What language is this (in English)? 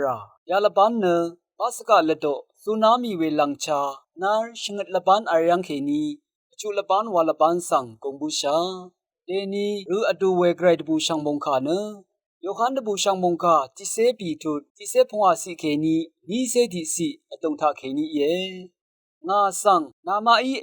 Rawang